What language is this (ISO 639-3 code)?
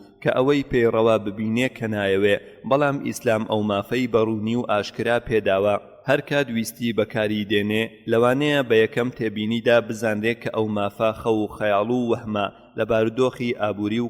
ckb